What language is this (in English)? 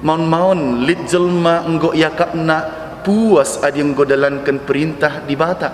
Batak Karo